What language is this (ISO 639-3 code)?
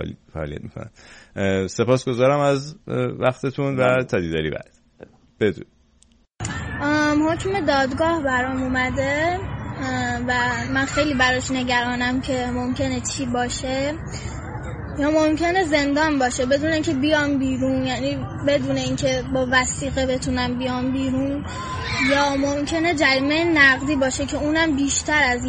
fas